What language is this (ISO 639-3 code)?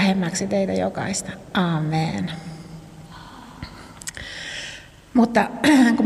fin